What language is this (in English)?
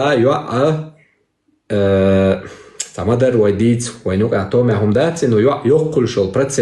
Chechen